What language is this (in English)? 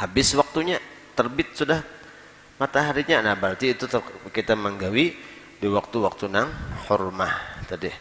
Banjar